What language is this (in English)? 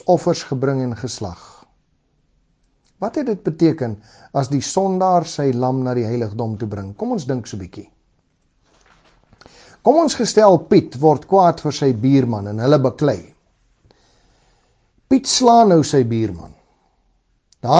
Afrikaans